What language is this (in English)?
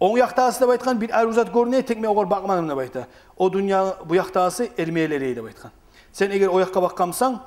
Kumyk